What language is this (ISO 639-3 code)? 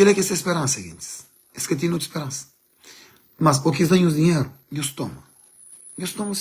kea